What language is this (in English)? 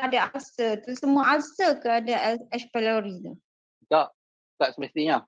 Malay